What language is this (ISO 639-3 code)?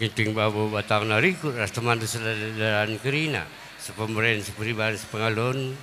btx